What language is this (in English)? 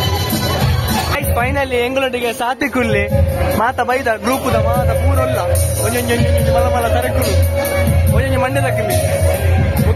Tulu